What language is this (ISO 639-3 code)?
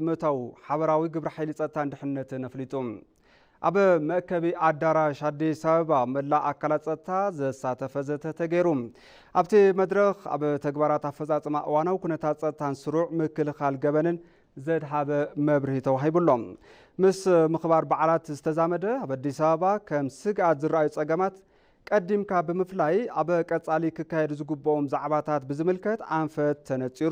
tir